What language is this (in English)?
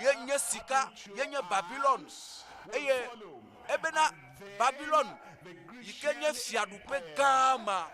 Ewe